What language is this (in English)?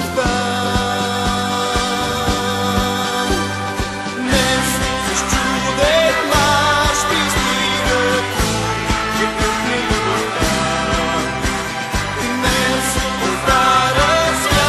Bulgarian